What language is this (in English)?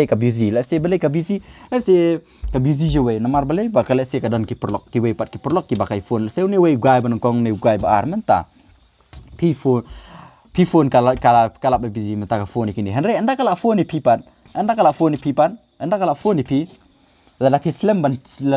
Khasi